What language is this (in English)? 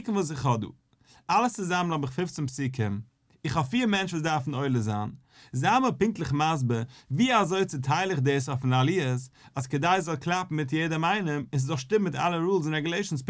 Yiddish